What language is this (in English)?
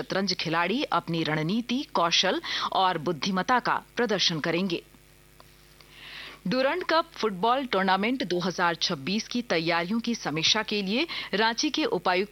Hindi